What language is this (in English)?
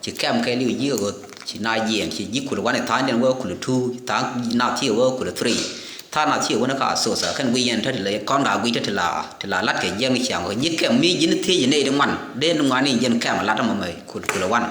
Nuer